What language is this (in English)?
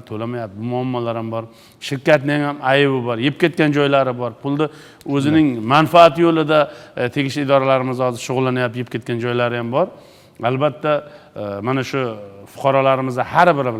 Uzbek